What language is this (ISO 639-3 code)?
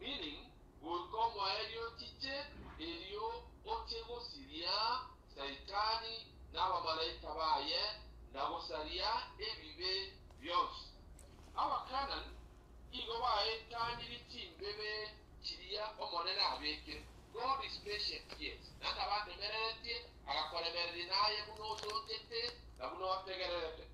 guz